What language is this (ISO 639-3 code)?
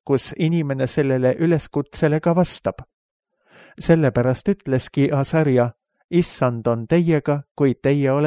est